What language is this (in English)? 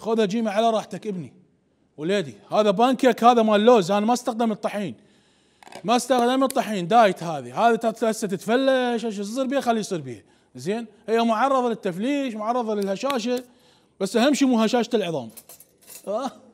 Mesopotamian Arabic